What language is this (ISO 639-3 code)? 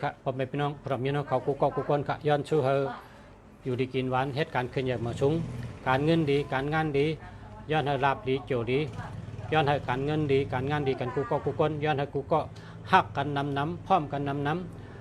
shn